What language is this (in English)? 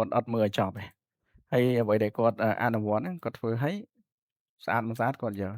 Khmer